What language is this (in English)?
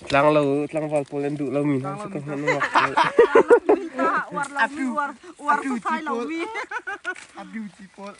Hakha Chin